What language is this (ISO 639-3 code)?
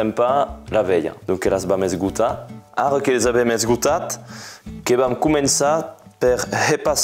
oci